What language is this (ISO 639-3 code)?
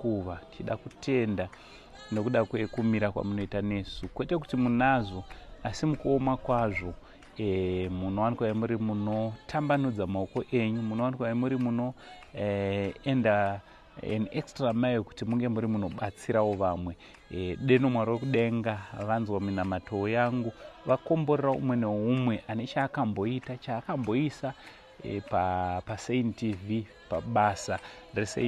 sna